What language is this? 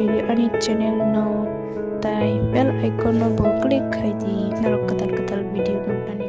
Kok Borok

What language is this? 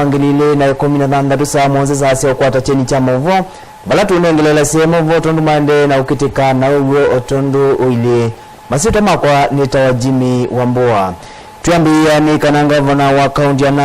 Kamba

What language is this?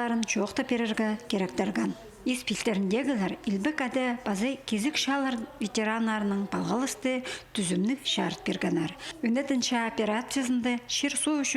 Khakas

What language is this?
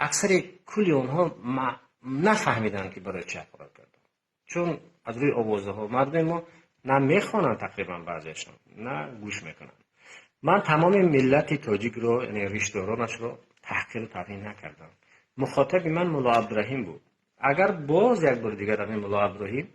Tajik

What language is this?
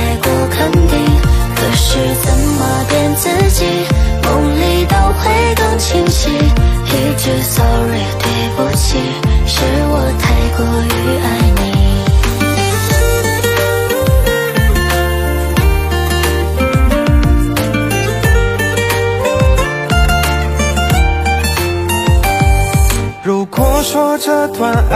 Chinese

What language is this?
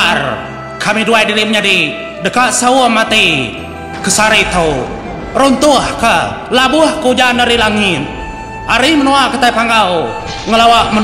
Iban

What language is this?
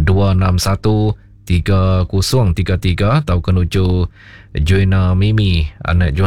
Iban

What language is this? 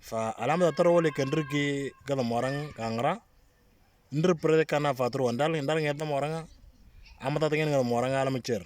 Moro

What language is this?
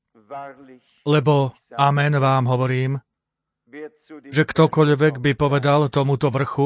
Slovak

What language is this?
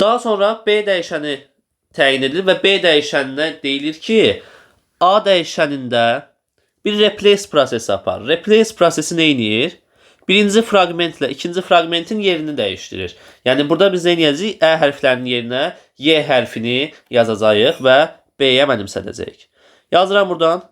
Azerbaijani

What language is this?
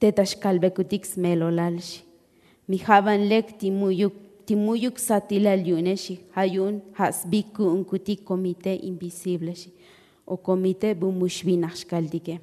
Tzotzil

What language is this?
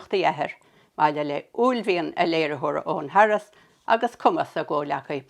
Irish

